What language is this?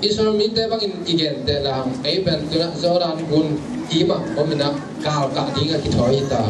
Tedim Chin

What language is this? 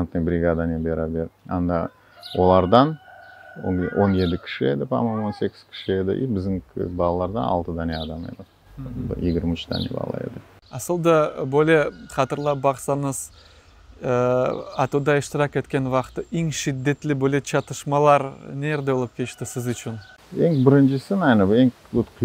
Crimean Tatar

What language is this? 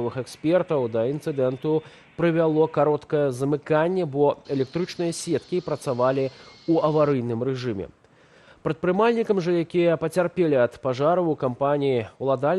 Belarusian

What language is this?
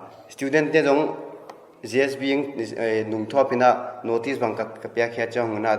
Paite Chin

